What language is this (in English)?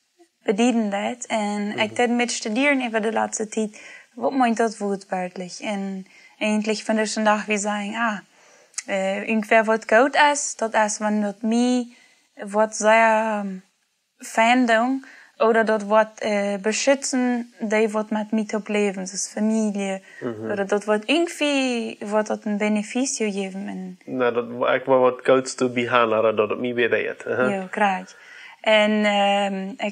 Plautdietsch